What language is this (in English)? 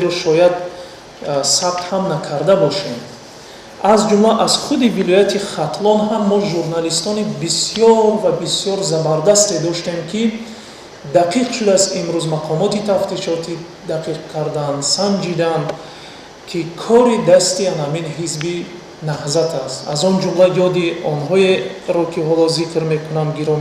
Tajik